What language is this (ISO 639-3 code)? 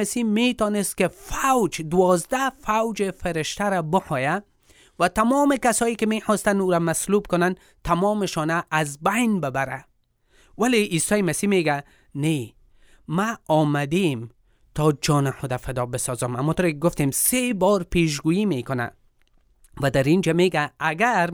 fas